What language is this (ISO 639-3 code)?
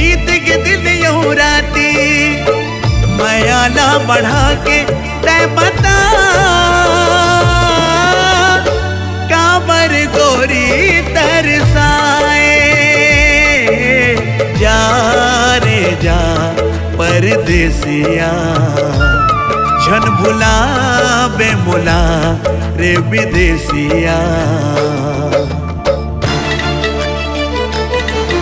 hne